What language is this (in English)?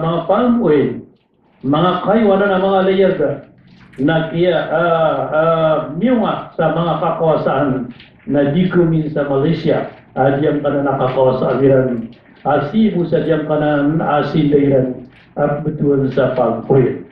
Maranao